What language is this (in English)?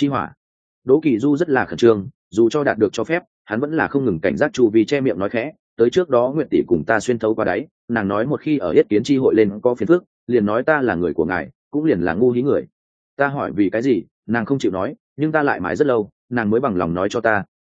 Vietnamese